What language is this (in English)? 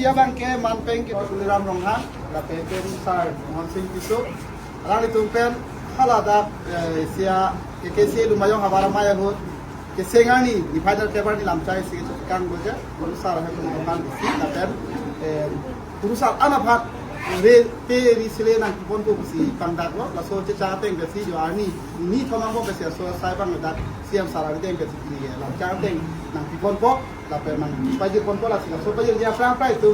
Karbi